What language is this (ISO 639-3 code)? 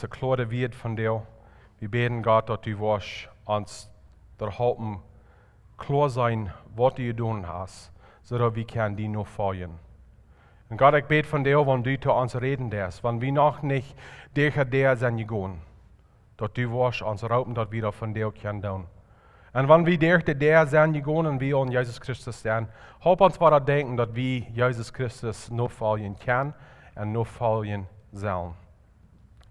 pdt